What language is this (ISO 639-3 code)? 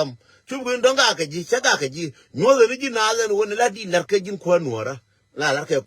nus